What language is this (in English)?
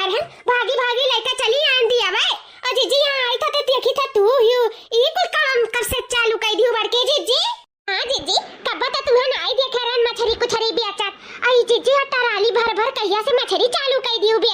Awadhi